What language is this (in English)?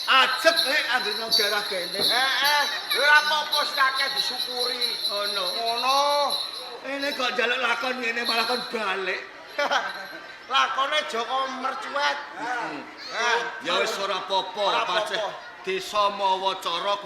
Javanese